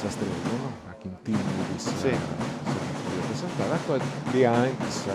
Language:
Sardinian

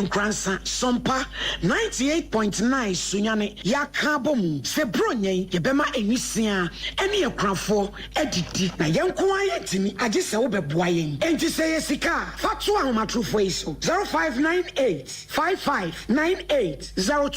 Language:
Akan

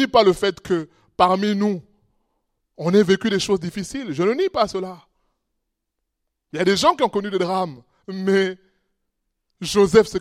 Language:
French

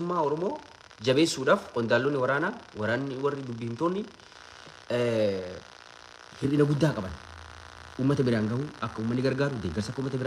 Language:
Oromo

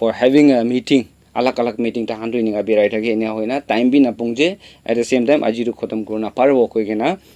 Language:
Naga Pidgin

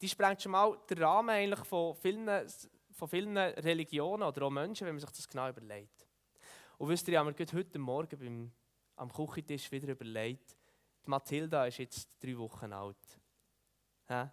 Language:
Swiss German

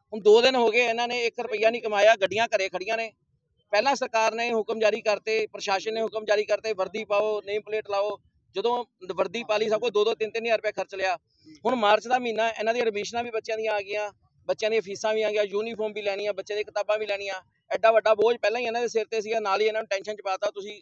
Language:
Punjabi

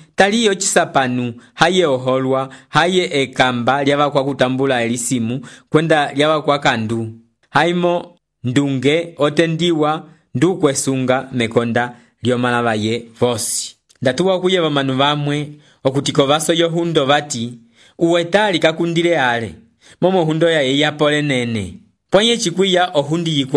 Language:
Umbundu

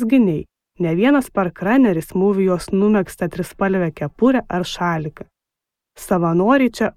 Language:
Lithuanian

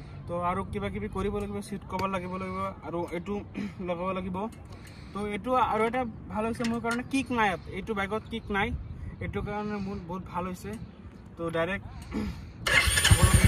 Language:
Assamese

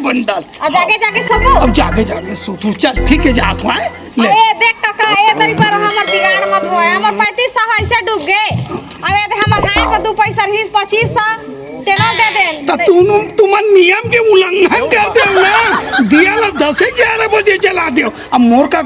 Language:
Chhattisgarhi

